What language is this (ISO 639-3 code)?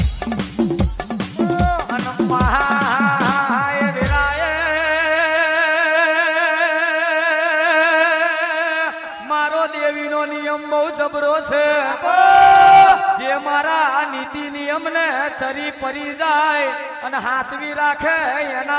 guj